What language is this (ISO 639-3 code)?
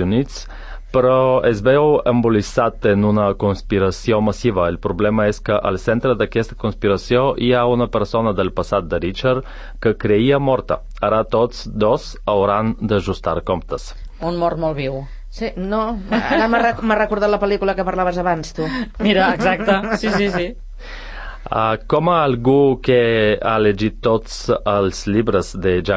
cat